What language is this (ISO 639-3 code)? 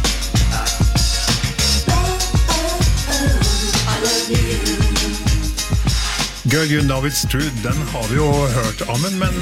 nor